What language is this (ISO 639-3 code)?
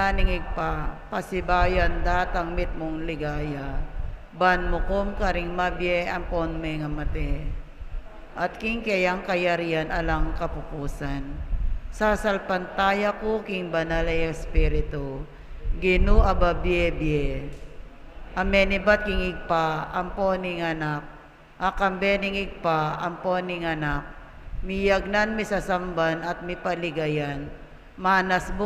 pam